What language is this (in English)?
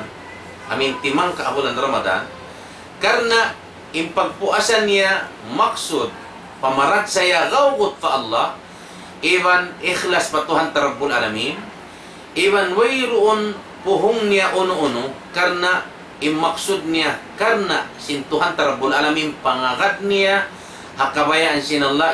Tausug